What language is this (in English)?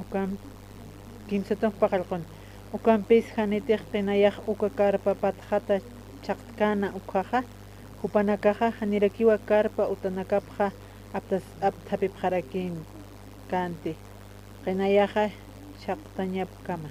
Aymara